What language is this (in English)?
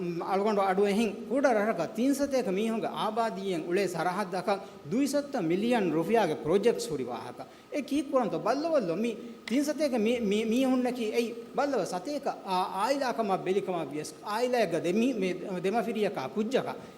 Divehi